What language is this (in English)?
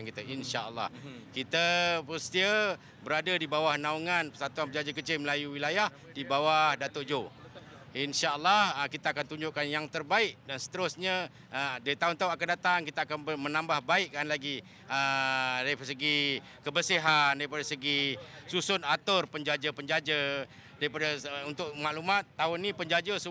Malay